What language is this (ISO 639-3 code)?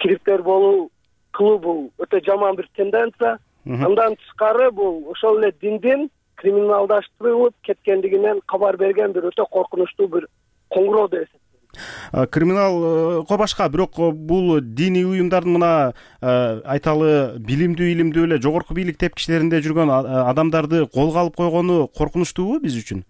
kir